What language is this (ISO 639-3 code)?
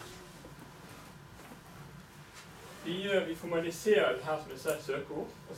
nor